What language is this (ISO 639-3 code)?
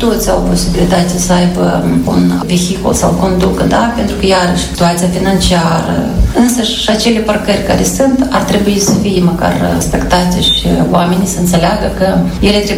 ron